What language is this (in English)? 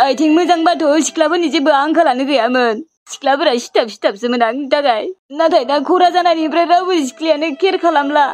Bodo